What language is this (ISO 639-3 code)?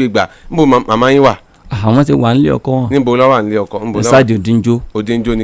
yor